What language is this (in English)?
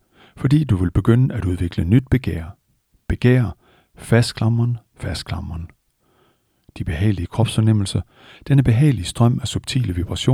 Danish